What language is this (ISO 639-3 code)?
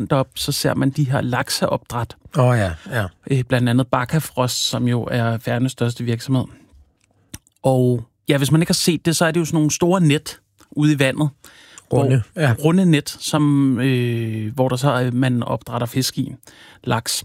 dan